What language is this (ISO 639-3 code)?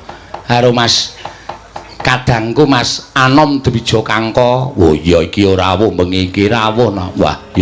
jav